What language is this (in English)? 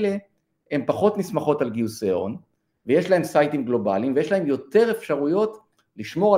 Hebrew